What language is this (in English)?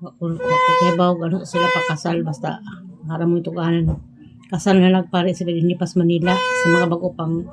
Cebuano